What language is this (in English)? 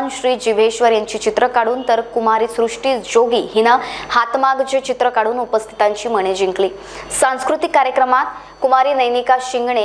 Marathi